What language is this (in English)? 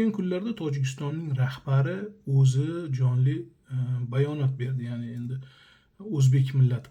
Uzbek